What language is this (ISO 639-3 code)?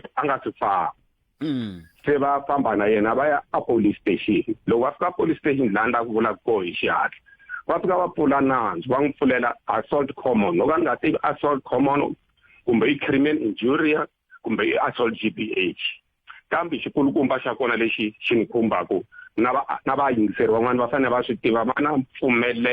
tso